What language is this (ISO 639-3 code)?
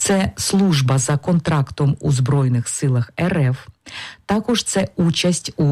ukr